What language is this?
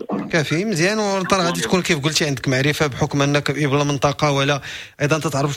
Moroccan Arabic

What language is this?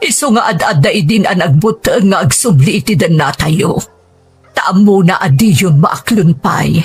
Iloko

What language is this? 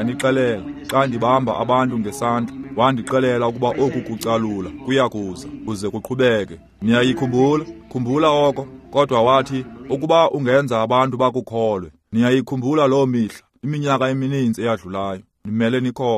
Xhosa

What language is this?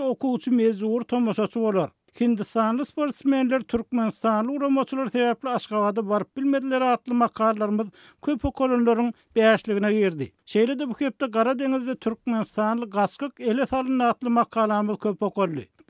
Turkmen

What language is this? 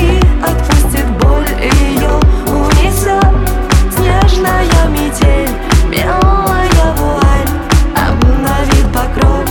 Russian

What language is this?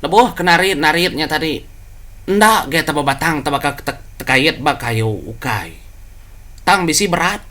Iban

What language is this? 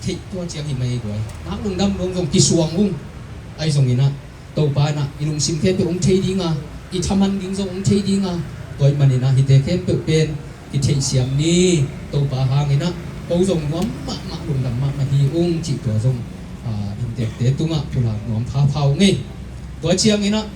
Tedim Chin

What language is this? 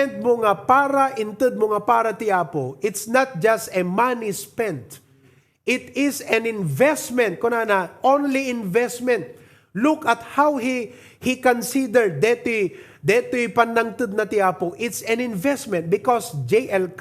Iloko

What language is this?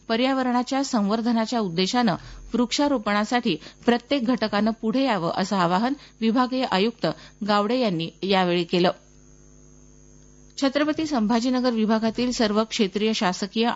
Marathi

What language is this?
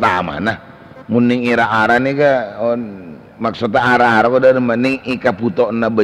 Madurese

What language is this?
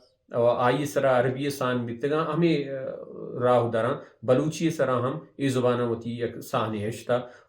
Baluchi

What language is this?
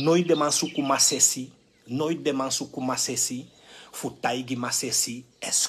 Sranan Tongo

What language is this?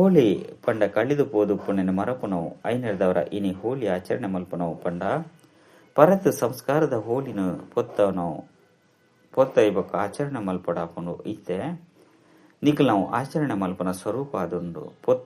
Tulu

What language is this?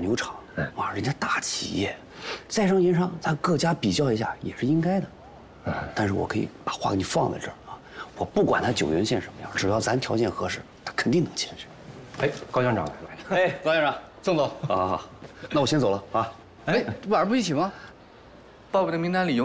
Chinese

